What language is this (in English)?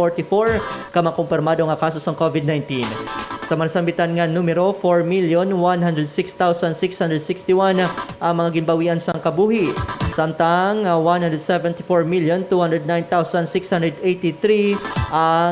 Hiligaynon